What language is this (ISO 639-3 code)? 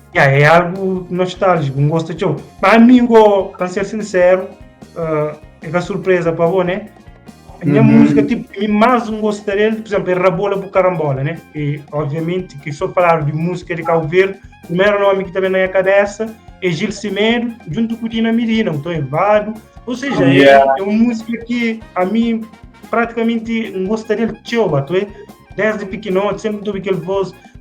kea